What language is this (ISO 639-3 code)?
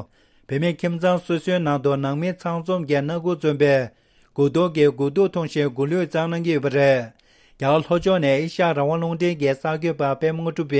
bod